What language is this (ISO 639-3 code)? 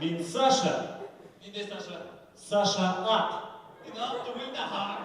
bak